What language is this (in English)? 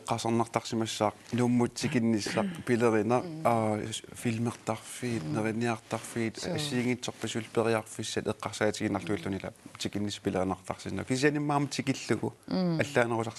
Kalaallisut